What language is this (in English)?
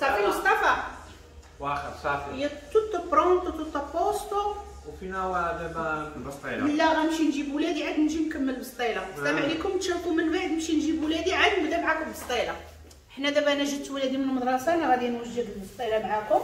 Moroccan Arabic